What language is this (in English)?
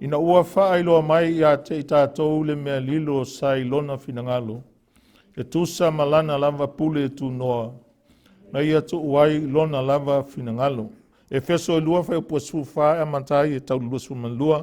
Samoan